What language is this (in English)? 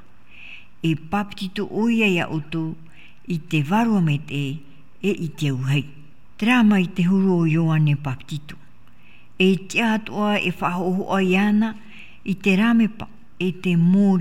Tahitian